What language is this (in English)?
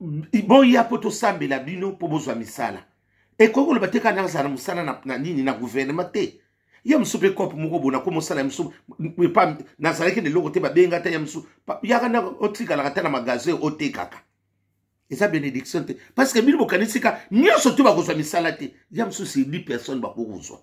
Lingala